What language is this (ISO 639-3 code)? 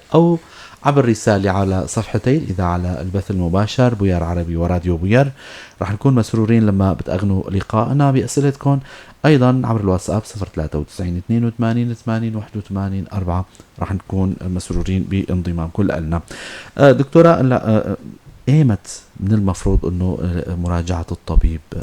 apc